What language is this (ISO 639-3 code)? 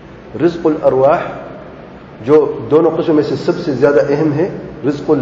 urd